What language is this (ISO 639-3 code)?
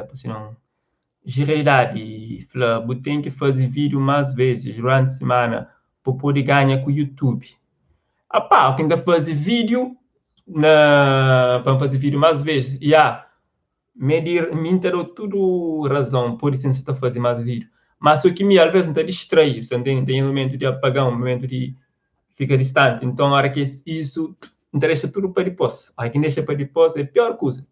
kea